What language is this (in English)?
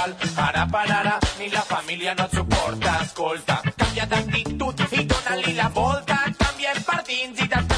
Catalan